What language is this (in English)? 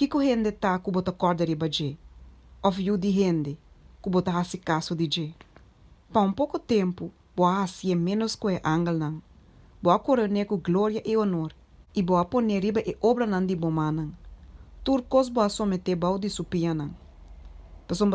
Papiamento